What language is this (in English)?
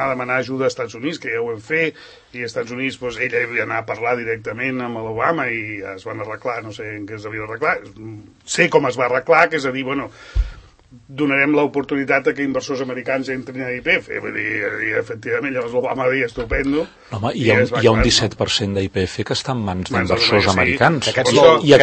Catalan